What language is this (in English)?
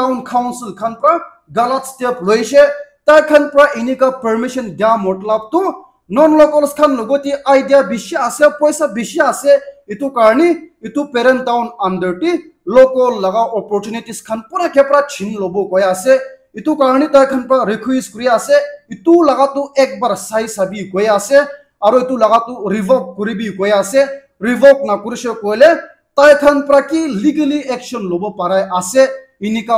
Naga Pidgin